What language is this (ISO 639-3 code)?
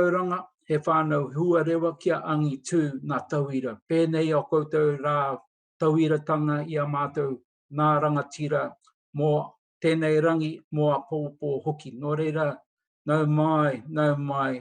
mri